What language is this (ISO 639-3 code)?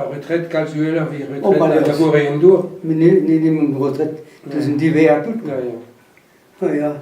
bre